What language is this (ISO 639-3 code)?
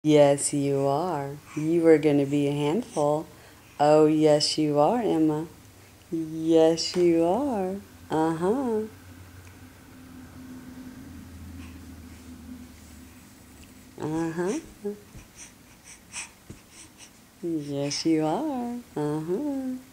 eng